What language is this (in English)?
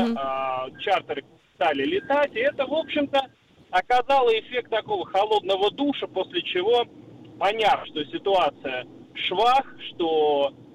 Russian